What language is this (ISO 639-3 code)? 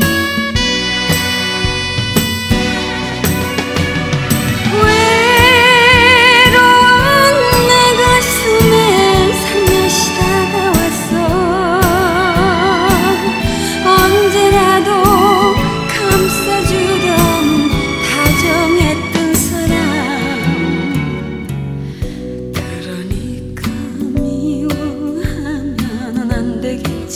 kor